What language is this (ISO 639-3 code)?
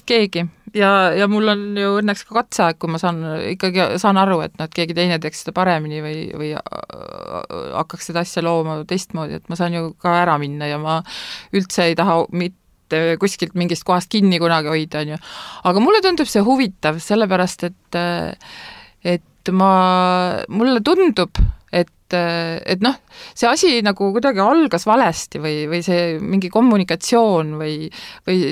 est